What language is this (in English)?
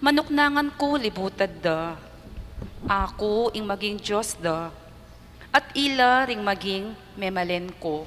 Pampanga